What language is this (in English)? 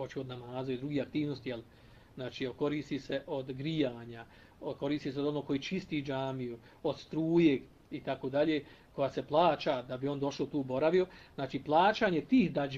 Bosnian